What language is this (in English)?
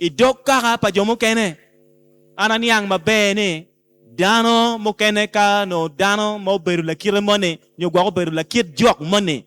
Acoli